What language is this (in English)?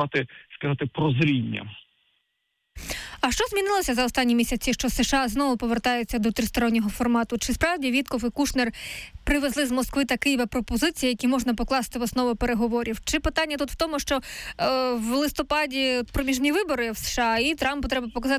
Ukrainian